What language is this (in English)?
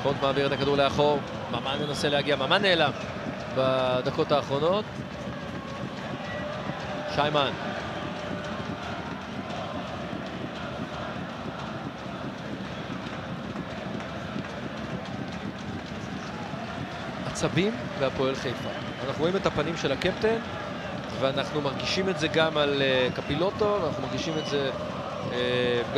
Hebrew